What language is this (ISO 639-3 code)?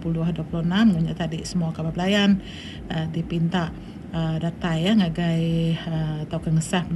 iba